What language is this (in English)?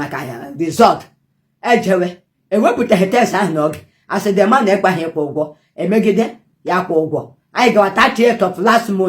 Igbo